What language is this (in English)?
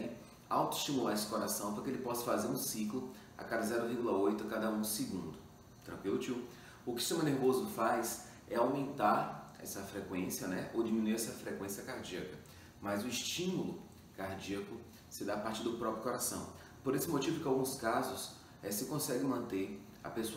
Portuguese